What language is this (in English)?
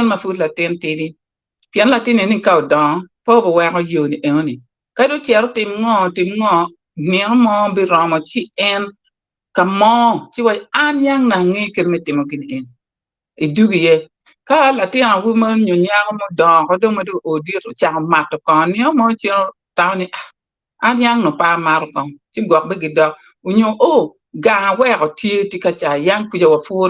Acoli